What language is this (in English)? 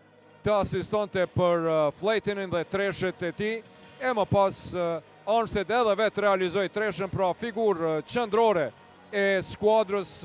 Albanian